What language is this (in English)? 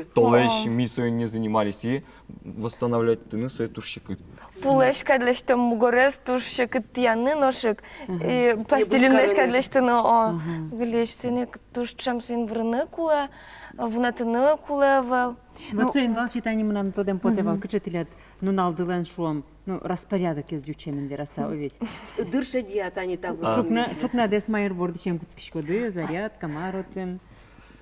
Udmurt